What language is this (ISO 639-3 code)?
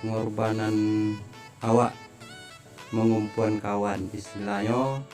min